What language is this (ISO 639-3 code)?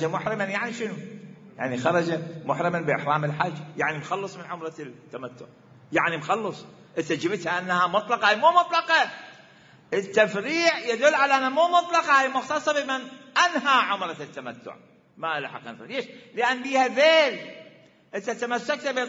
acm